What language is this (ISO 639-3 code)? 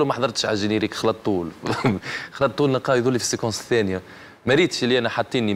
aeb